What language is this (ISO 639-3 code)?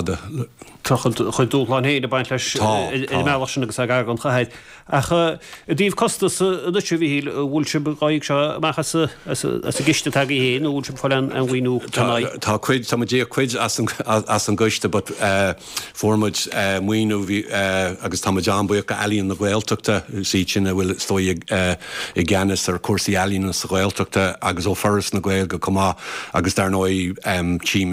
gle